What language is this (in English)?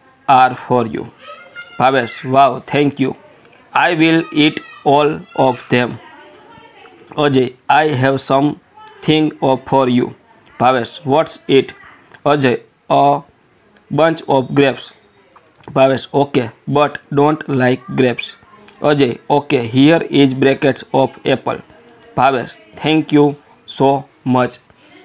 Gujarati